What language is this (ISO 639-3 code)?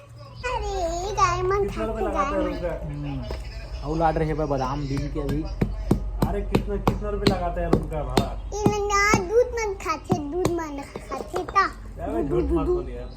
hne